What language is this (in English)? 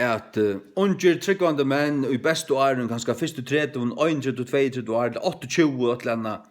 Faroese